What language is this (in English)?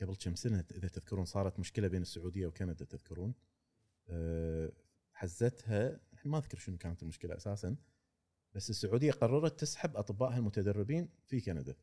Gulf Arabic